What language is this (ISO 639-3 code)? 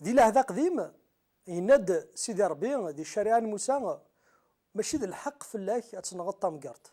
kab